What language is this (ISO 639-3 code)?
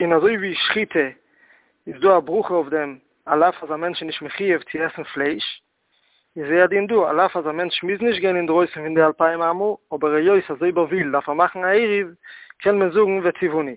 yid